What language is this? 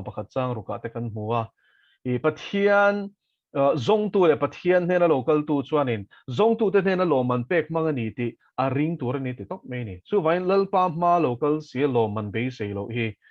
Mizo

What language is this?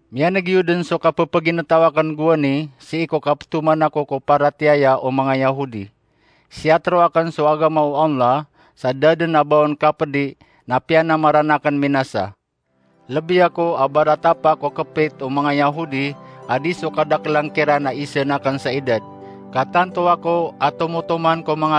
Maranao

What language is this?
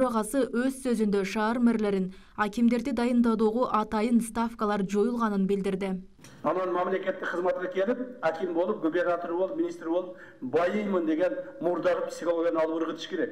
Kyrgyz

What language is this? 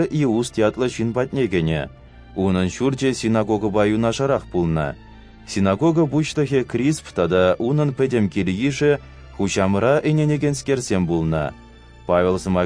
Chuvash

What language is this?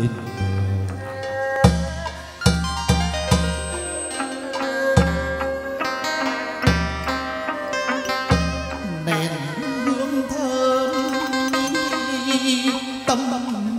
Vietnamese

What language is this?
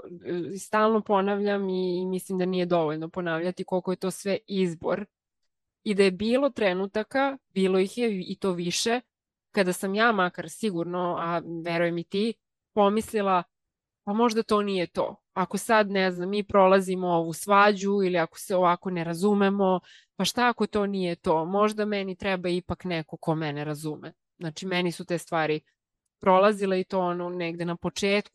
Serbian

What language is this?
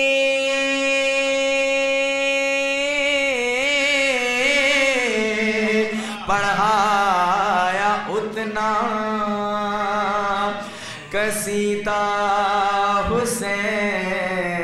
Urdu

